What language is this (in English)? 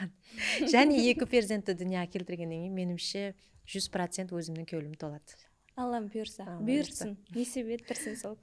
Kara-Kalpak